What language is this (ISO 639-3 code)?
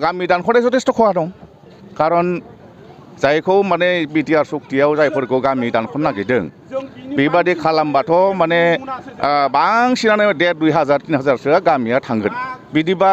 brx